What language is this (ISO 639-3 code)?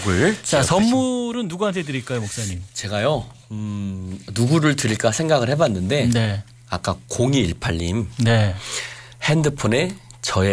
kor